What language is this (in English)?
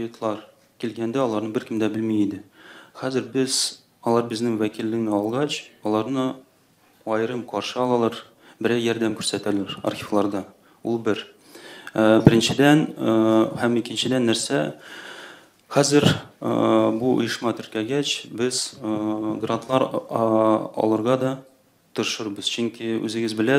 Tatar